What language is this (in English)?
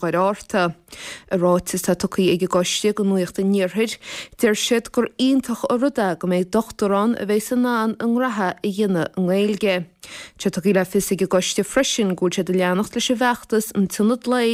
Irish